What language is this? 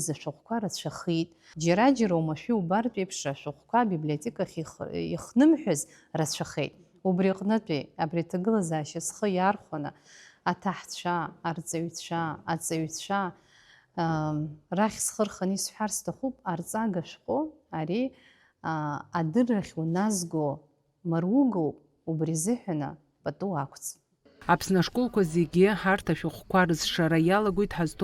Abkhazian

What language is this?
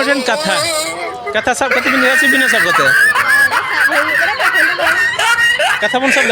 Santali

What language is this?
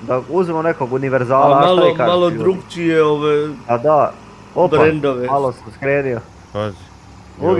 Croatian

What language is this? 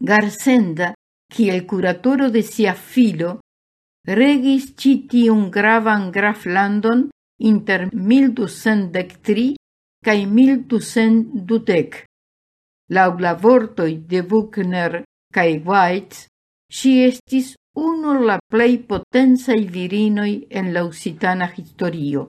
Esperanto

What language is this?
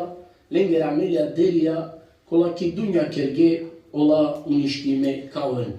Balkan Romani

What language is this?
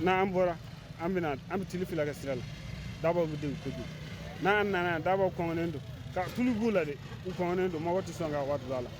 Bambara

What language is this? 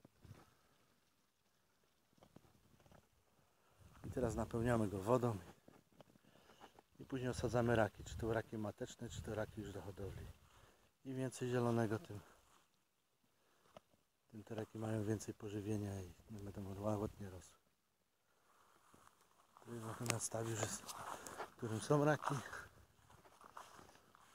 Polish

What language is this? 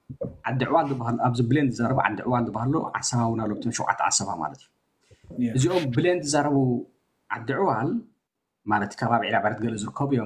Tigrinya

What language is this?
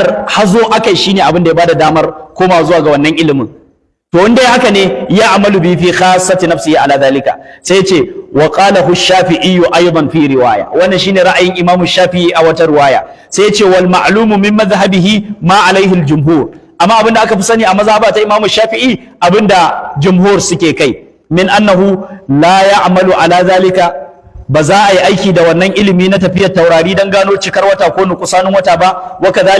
Hausa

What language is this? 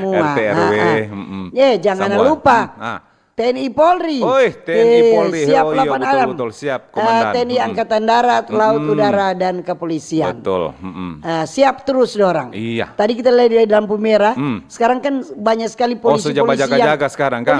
Manado Malay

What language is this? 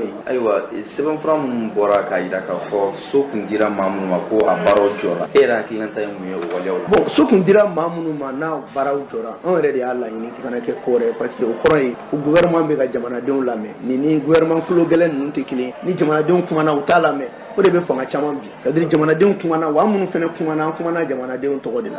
Bambara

